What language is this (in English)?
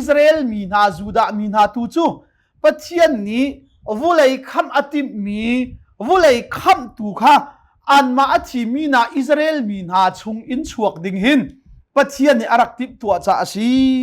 Hakha Chin